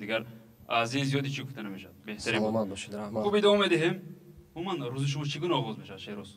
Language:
Tajik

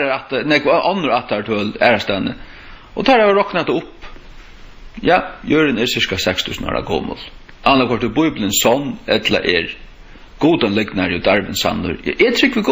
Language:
Faroese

